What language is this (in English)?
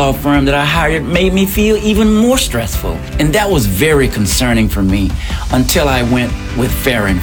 English